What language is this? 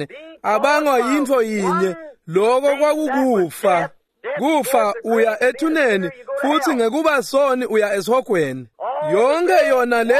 Swati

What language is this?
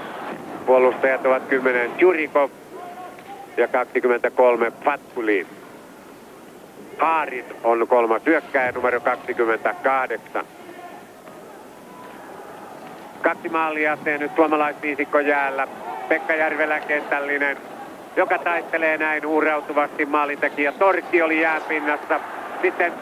Finnish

